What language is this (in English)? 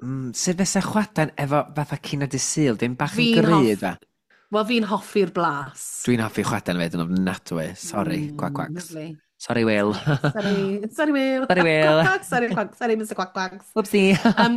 Welsh